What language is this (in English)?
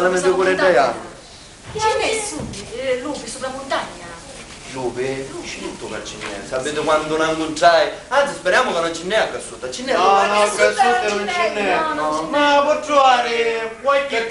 Sicilian